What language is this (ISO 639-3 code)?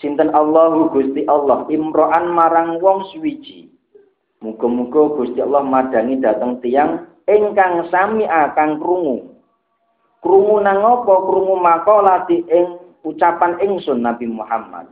jav